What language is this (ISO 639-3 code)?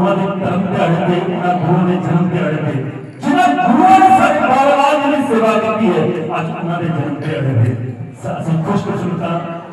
doi